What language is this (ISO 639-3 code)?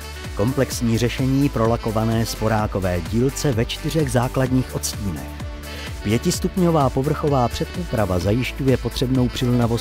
ces